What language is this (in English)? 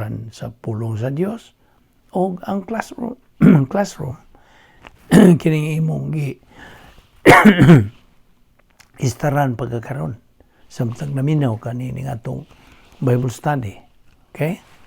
Cebuano